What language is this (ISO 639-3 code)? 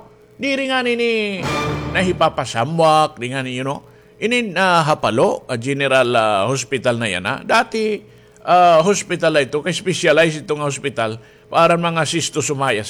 war